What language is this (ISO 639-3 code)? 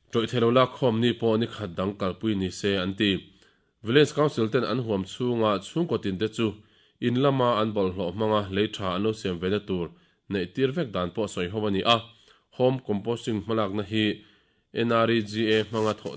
lus